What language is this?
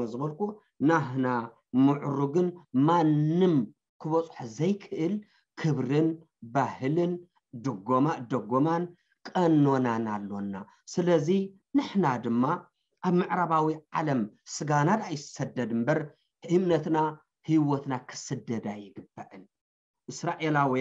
Tigrinya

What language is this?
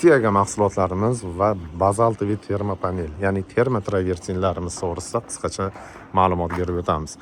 Uzbek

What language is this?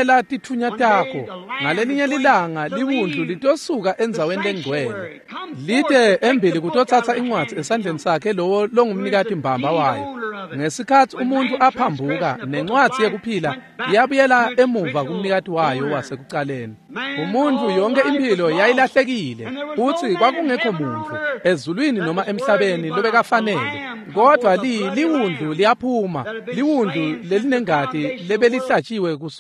Swati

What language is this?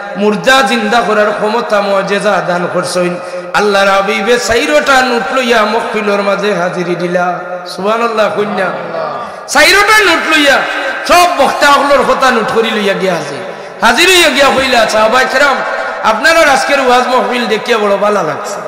Sylheti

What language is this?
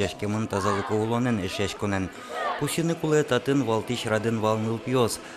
Udmurt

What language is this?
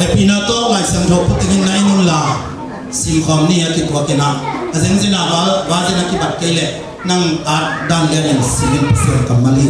Tedim Chin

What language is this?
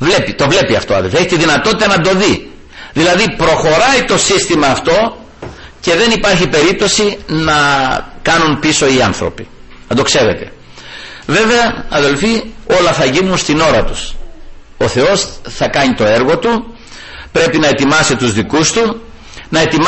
Greek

